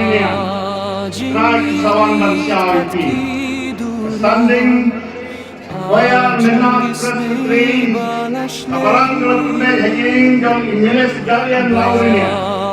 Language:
Khasi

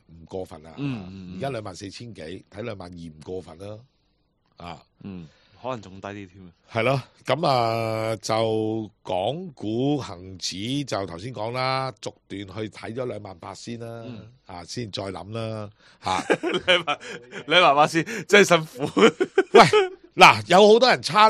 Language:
Cantonese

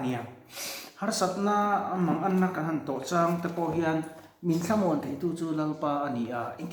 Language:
Mizo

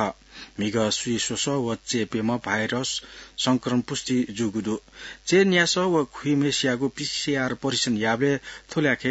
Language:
Newari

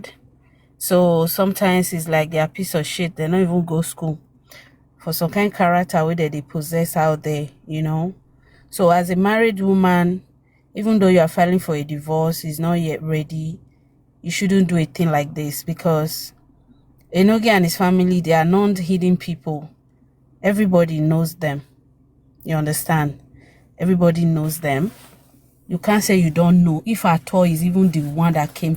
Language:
Nigerian Pidgin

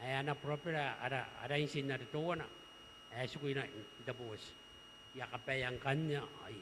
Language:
Gilbertese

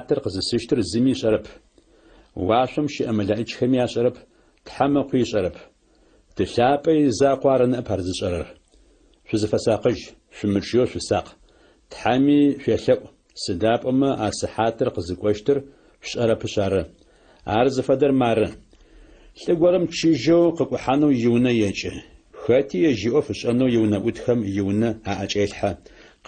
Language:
Adyghe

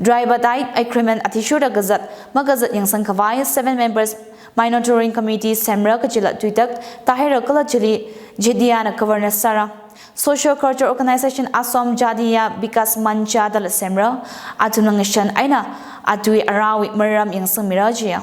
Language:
Tangkhul Naga (India)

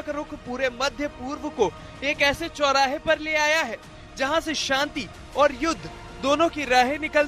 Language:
Hindi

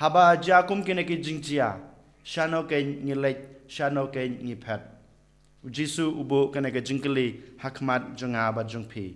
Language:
Khasi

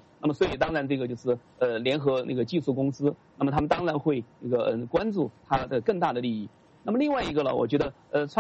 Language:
Chinese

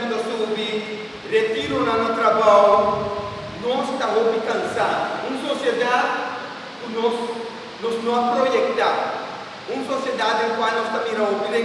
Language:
Papiamento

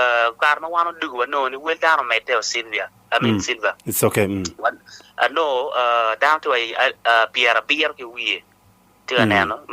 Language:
Acoli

